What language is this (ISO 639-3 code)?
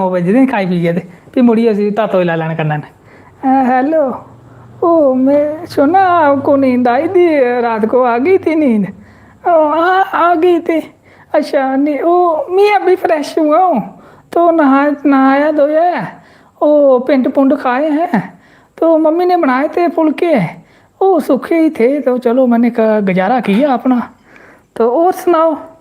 doi